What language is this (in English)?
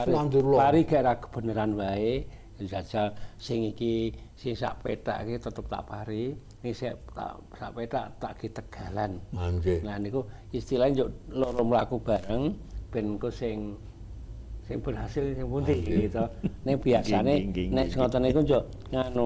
Javanese